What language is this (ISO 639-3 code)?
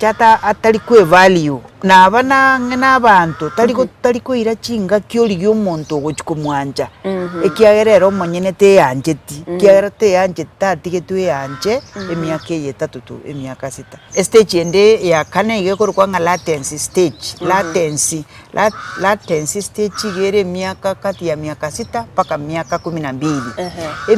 guz